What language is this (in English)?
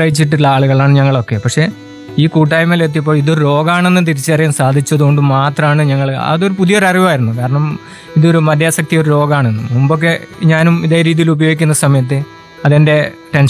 Malayalam